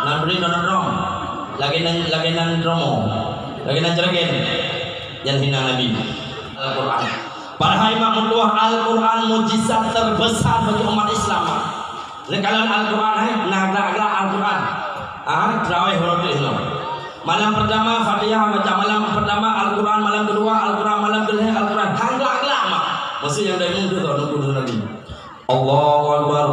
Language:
Achinese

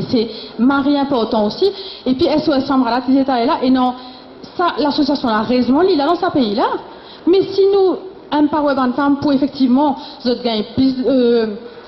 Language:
Morisyen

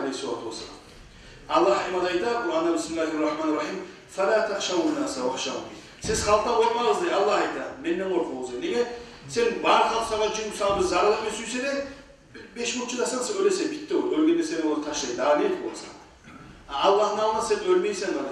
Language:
Kumyk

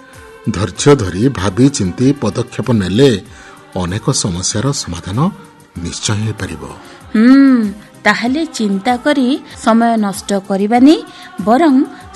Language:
Odia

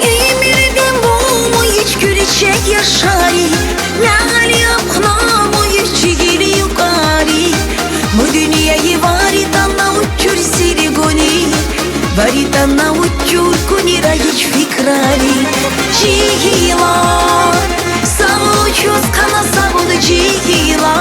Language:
Tabassaran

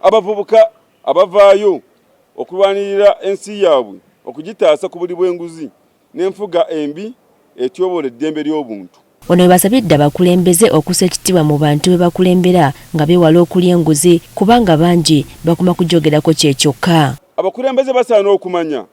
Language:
Ganda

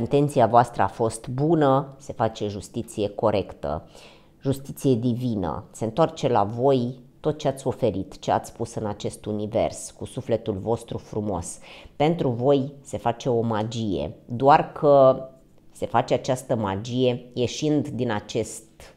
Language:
Romanian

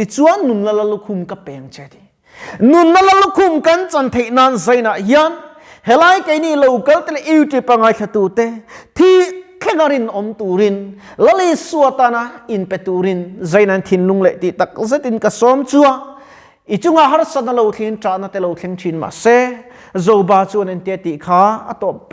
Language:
Mizo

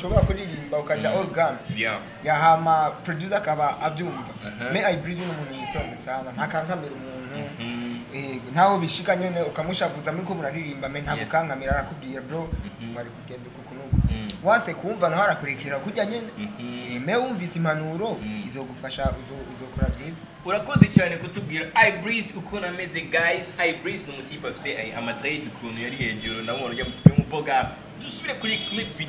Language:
Rundi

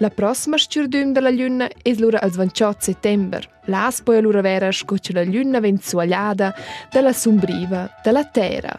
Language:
Romansh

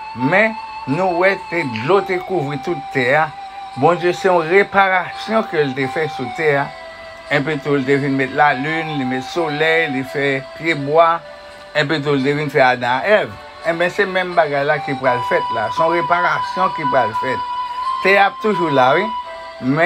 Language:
Haitian Creole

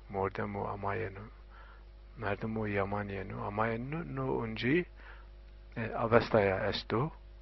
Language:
Zaza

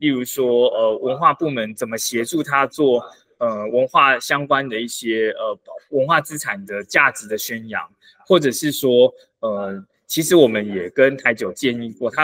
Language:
Chinese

